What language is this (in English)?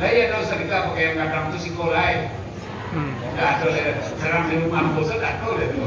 Minangkabau